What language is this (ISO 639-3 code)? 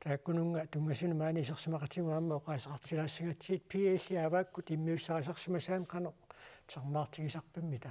kal